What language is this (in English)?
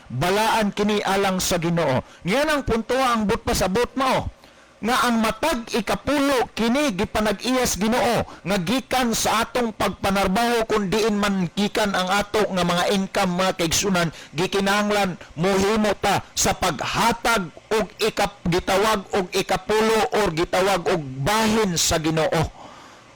Cebuano